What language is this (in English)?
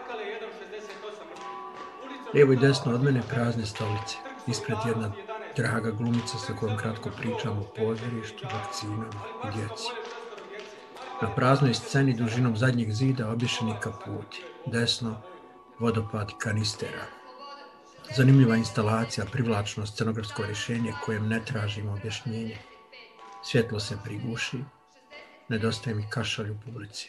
Bosnian